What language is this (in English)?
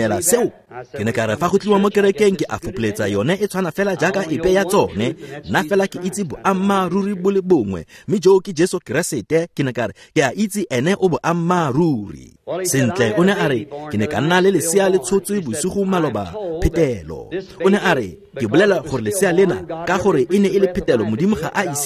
Tswana